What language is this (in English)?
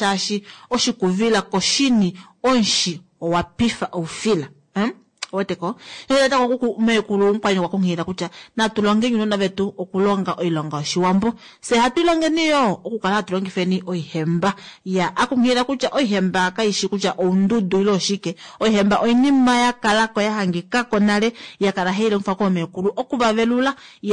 Kuanyama